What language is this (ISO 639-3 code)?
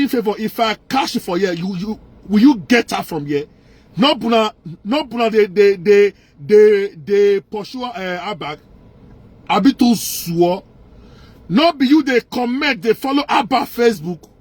pcm